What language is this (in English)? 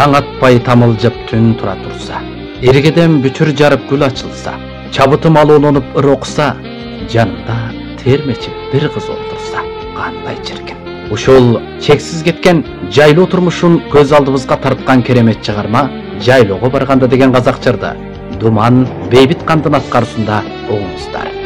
Kyrgyz